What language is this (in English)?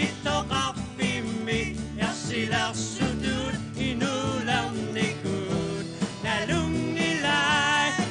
Kalaallisut